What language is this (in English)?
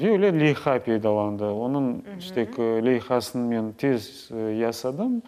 Crimean Tatar